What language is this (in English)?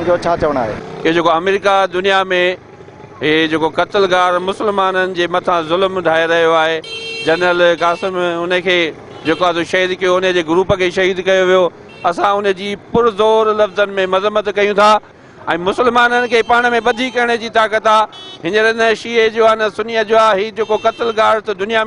Sindhi